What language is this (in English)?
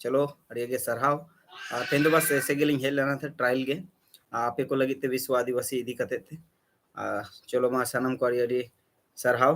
Santali